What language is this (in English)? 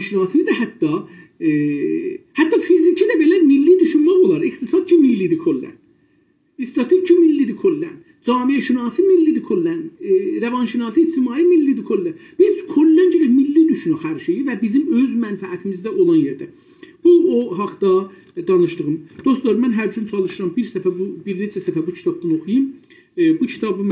South Azerbaijani